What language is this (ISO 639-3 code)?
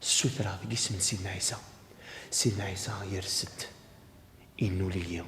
kab